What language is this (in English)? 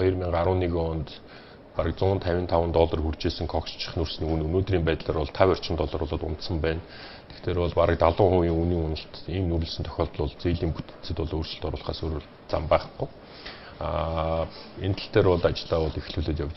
Mongolian